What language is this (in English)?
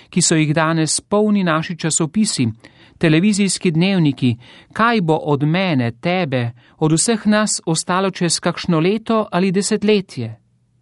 Slovenian